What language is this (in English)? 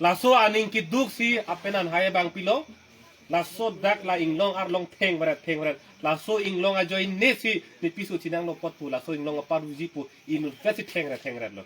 Karbi